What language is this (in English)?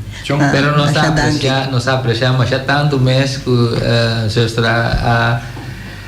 Papiamento